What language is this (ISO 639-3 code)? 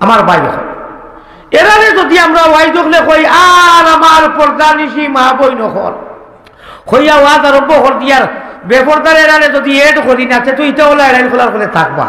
syl